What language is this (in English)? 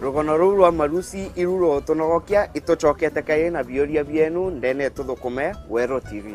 Meru